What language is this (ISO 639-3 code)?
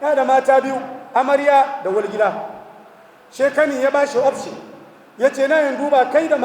hau